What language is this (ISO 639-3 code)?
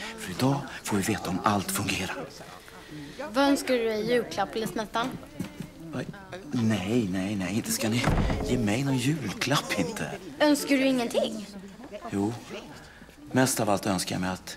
swe